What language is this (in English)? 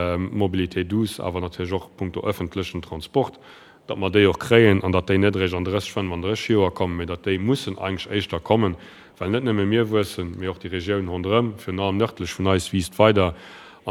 Luxembourgish